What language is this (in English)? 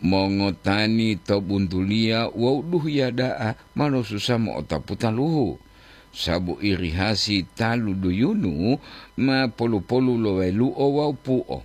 Gorontalo